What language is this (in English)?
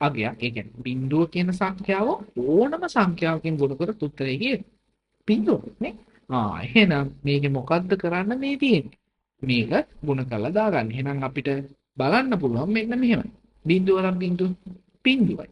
Sinhala